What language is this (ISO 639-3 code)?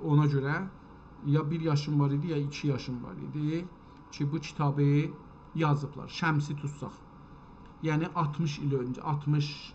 azb